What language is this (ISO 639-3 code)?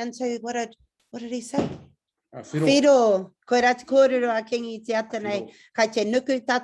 mri